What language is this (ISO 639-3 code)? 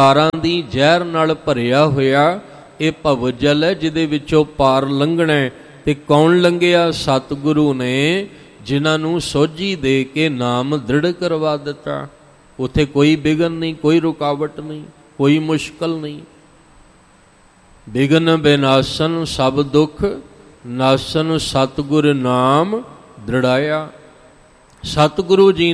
pan